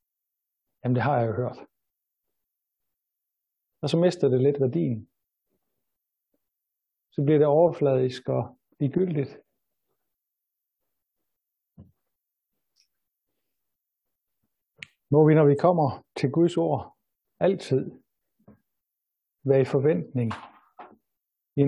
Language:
Danish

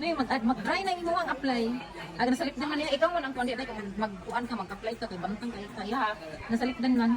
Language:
Cebuano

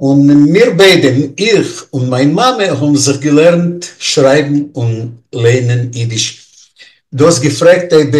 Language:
Yiddish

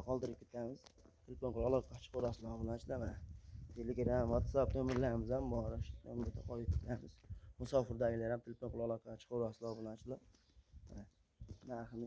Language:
Uzbek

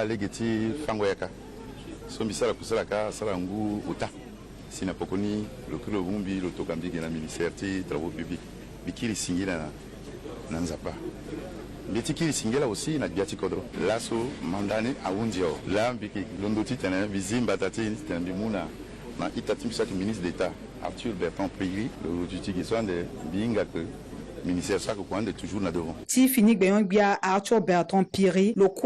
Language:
Sango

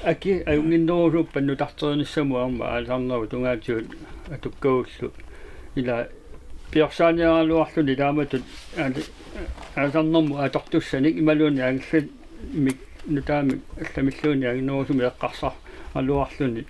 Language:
Kalaallisut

